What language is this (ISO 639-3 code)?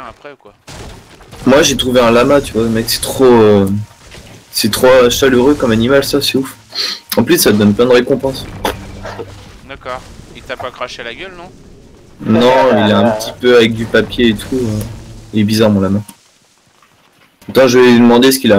fra